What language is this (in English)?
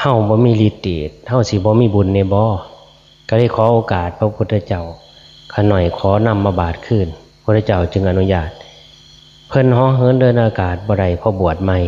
Northeastern Thai